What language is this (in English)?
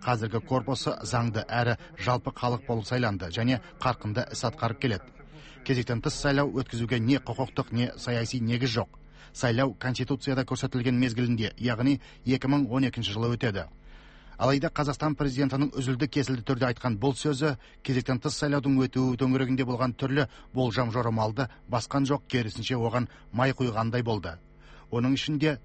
Kazakh